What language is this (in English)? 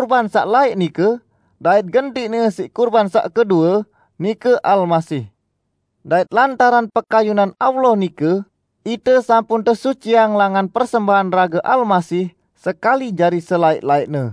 Sasak